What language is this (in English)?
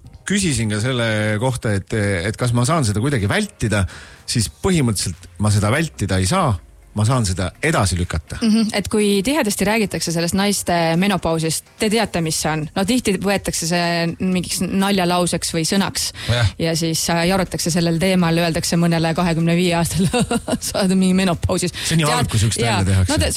Estonian